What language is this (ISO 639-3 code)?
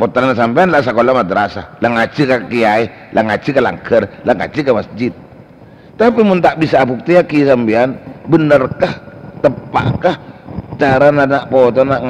mad